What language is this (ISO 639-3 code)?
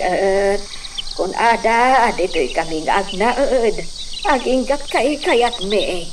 ilo